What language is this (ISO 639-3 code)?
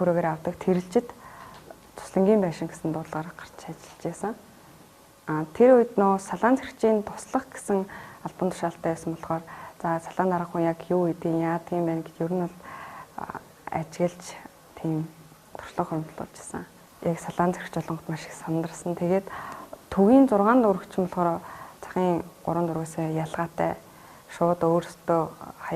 mon